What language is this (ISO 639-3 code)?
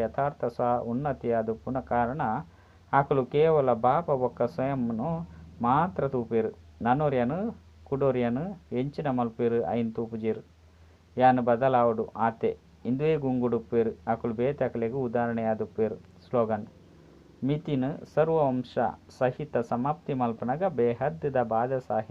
tcy